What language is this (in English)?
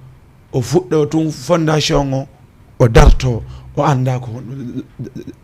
Fula